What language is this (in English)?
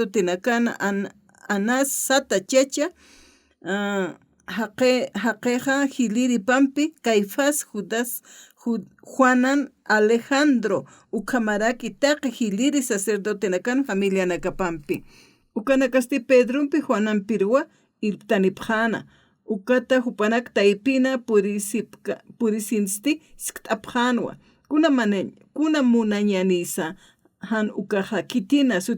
Aymara